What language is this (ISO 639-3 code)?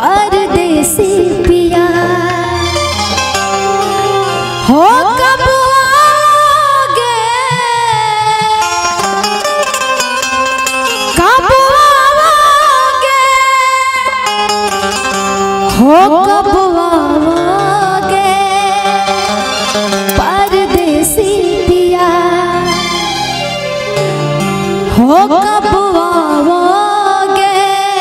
bho